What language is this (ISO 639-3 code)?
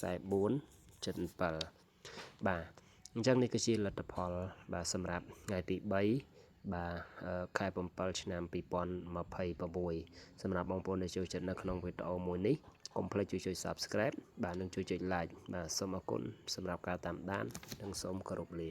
khm